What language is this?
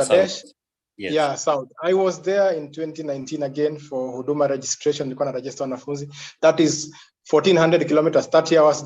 Kalenjin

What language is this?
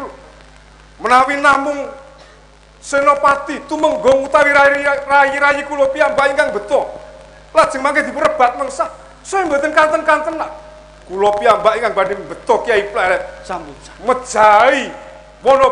Javanese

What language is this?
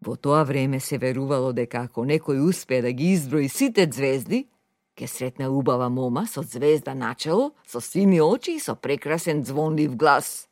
Macedonian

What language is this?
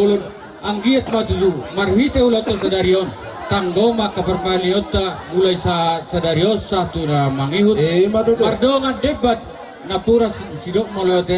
Batak Toba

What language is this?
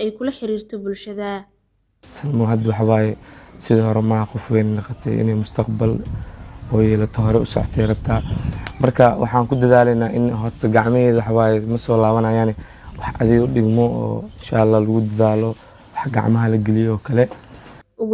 Somali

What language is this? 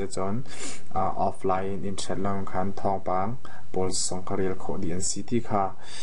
Hakha Chin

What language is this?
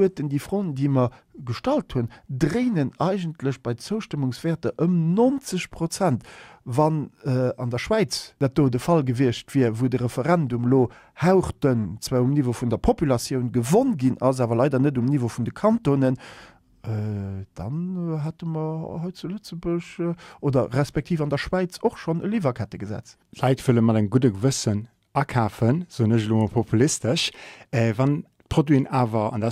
Luxembourgish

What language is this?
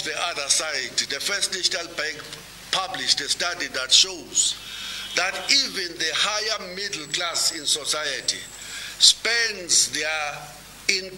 English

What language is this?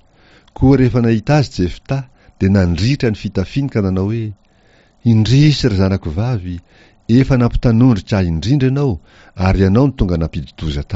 Malagasy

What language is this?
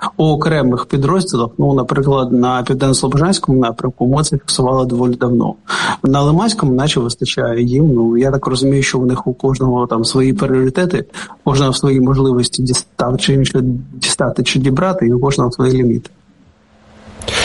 Ukrainian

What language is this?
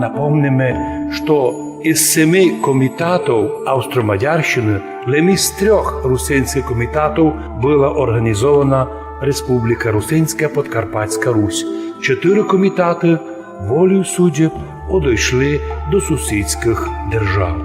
Rusyn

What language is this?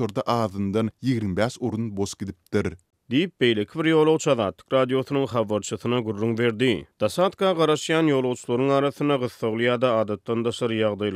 Turkmen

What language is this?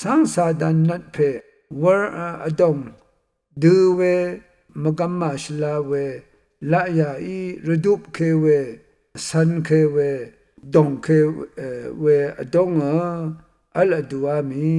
Rawang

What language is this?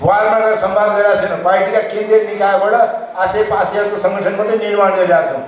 Nepali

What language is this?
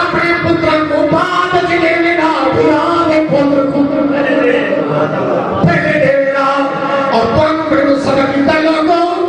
Saraiki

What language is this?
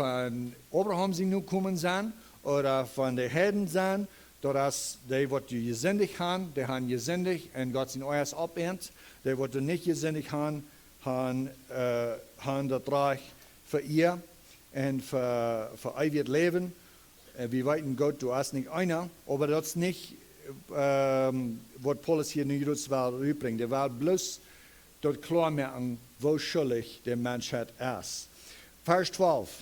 Plautdietsch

